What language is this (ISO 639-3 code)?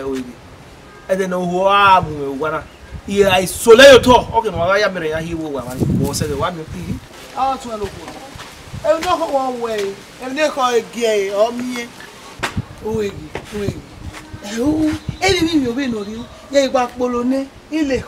bin